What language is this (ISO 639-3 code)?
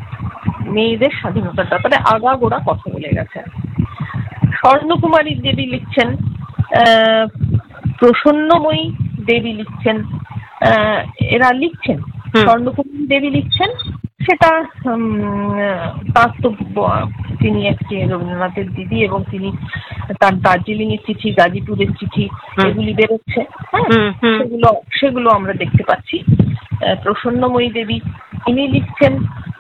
ben